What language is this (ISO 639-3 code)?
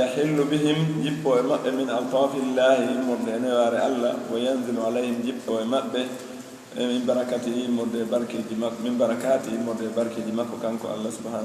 fuf